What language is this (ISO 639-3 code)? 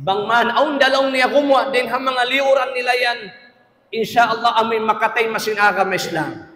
tsg